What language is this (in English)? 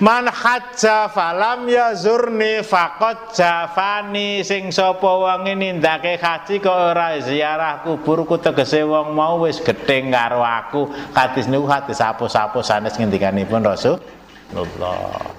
Javanese